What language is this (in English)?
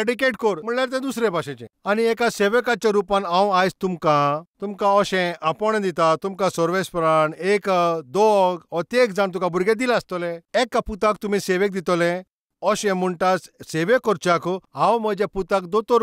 Konkani